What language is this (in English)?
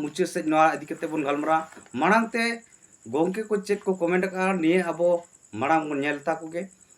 Santali